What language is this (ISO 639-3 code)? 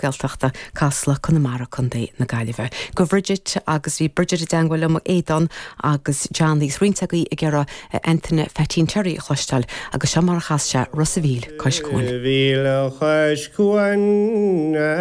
gle